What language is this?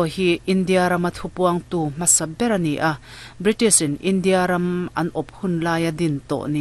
Mizo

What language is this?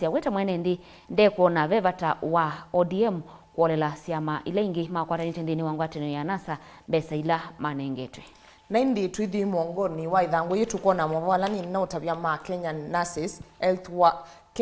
Kamba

